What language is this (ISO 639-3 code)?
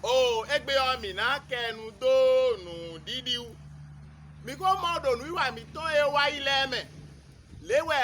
fon